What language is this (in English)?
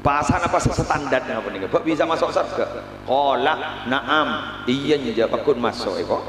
Madurese